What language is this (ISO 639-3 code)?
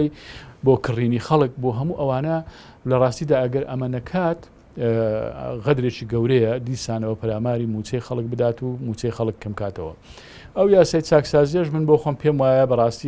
ckb